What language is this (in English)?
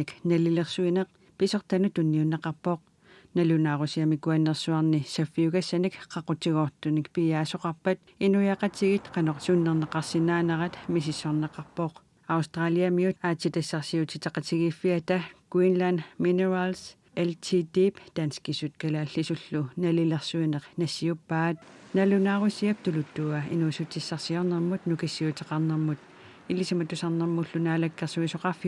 Kalaallisut